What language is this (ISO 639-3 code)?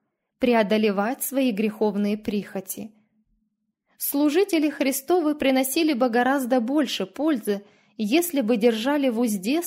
rus